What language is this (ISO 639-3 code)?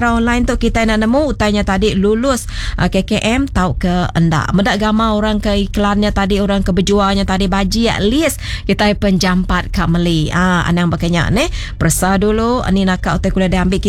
iba